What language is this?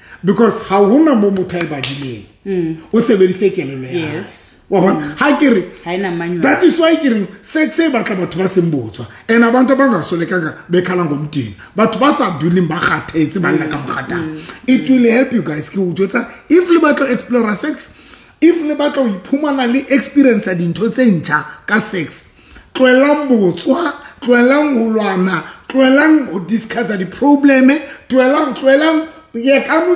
Southern Sotho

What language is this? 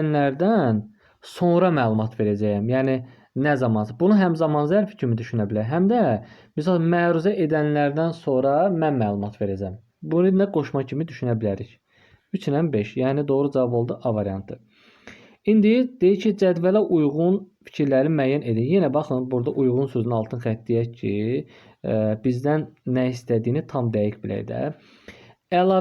Azerbaijani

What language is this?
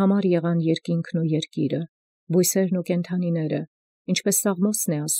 Armenian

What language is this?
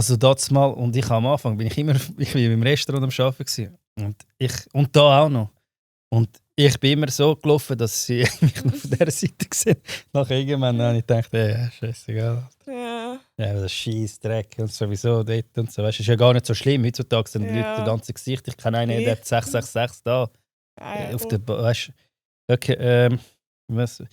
Swiss German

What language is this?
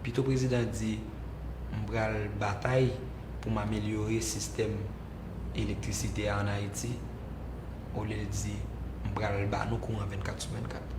Haitian Creole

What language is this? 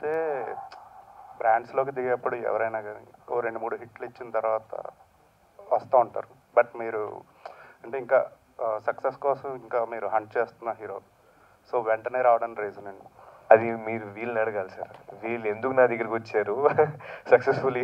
Telugu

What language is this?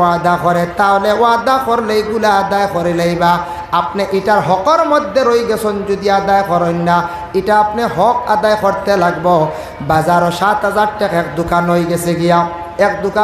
Sylheti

